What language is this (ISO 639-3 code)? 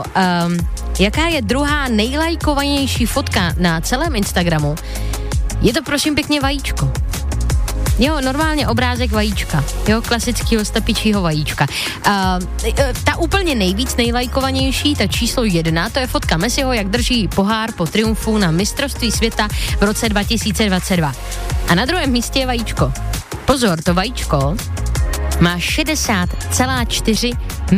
ces